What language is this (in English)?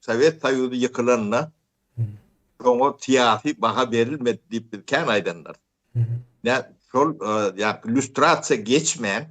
Turkmen